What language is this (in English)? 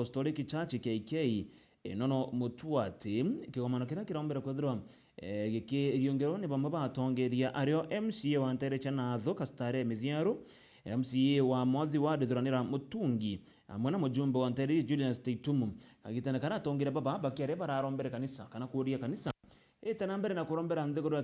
Meru